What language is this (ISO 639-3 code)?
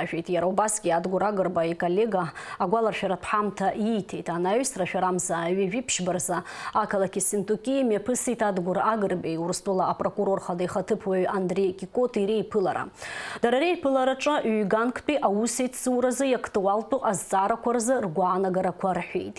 abk